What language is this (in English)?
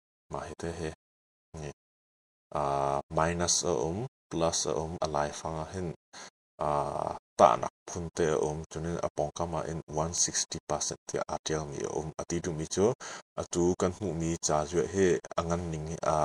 Hakha Chin